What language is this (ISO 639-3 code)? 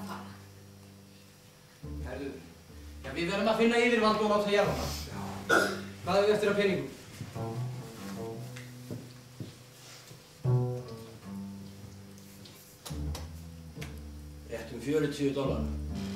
isl